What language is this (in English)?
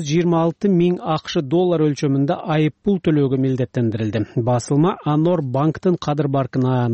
Kyrgyz